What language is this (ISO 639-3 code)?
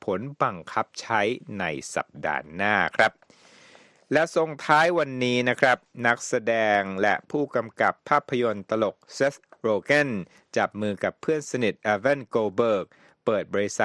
tha